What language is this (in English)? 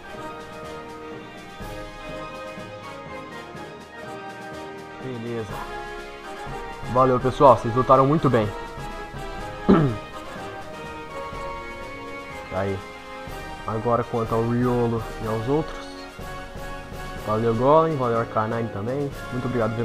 Portuguese